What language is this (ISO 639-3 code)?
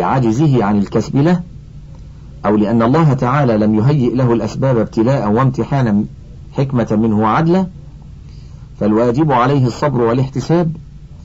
ara